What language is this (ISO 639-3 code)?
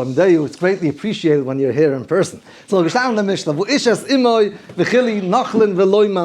yid